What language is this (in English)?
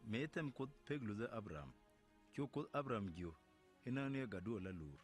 Nuer